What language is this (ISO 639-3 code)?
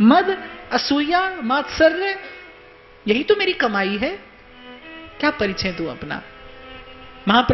hin